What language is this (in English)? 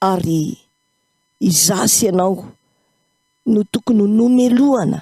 Malagasy